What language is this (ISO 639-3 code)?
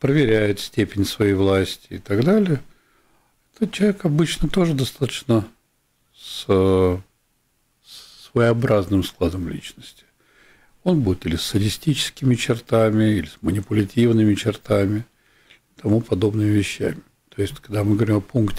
rus